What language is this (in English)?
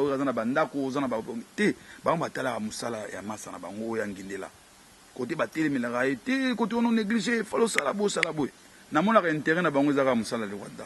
Lingala